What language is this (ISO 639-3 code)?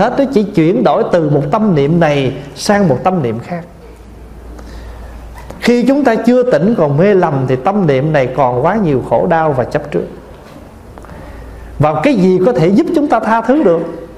vie